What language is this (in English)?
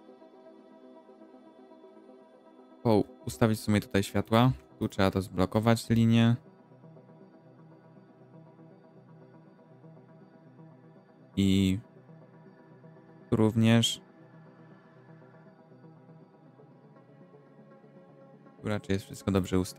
Polish